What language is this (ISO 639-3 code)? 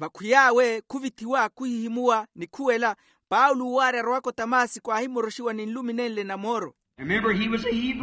vmw